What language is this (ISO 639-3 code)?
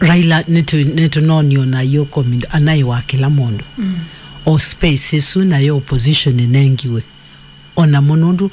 kam